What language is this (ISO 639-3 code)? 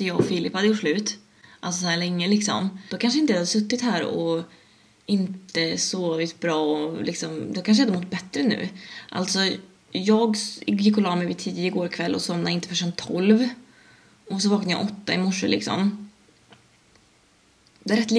swe